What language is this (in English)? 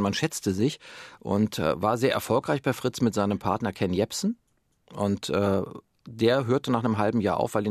German